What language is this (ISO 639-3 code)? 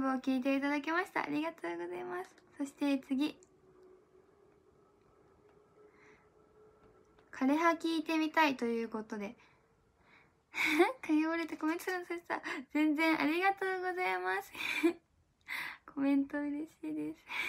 jpn